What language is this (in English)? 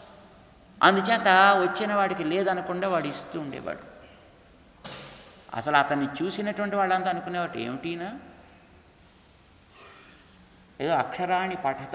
Telugu